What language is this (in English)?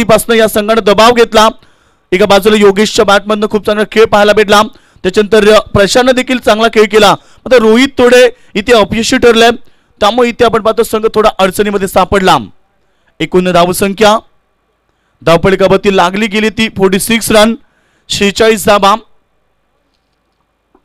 Marathi